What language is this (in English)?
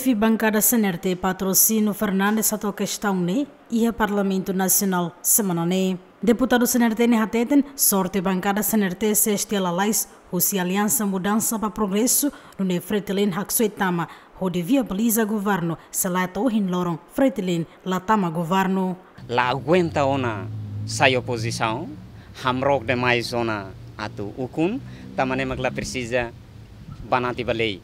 Tetum